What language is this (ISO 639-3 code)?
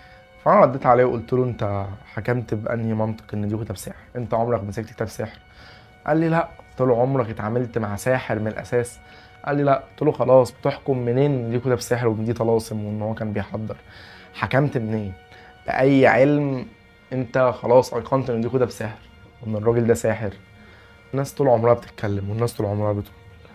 arz